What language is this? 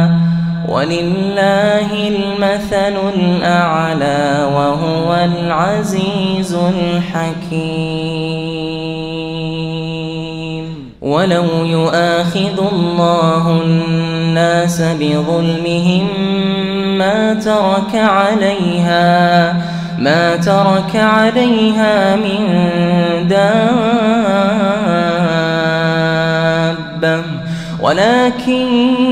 Arabic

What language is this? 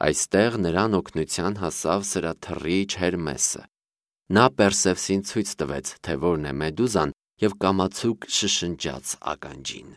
Armenian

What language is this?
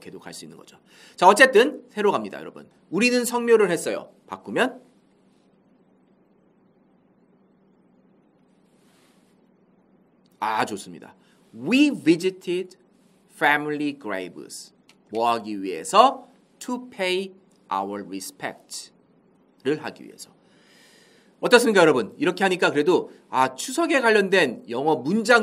Korean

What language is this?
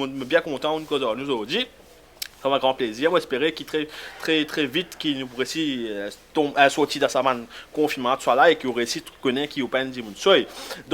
Morisyen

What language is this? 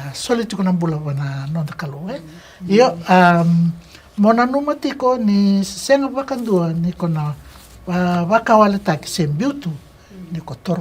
Fijian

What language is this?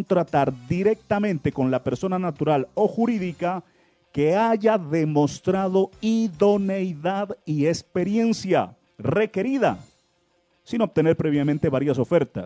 Spanish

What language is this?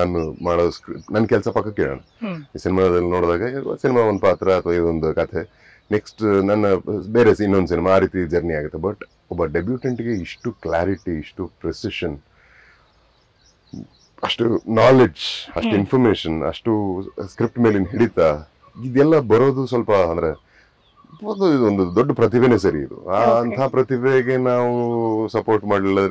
Kannada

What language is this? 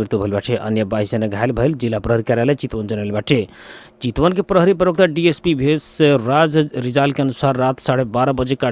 Bhojpuri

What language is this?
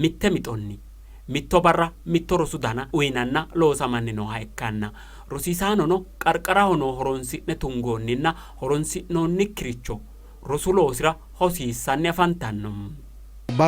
Sidamo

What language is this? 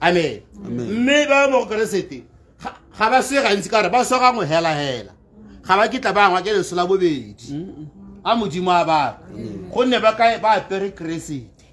Tswana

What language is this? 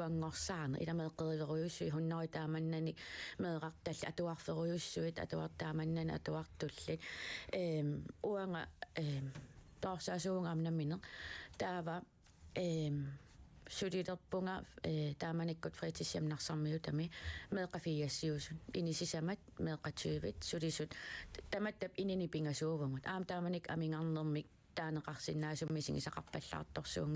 Kalaallisut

